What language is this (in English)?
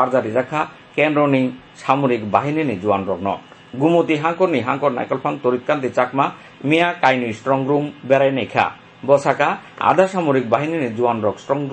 Kok Borok